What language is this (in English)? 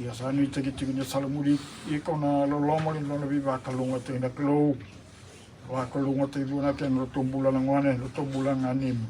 Fijian